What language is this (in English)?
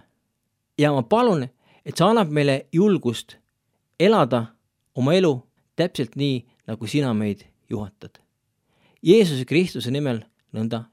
Estonian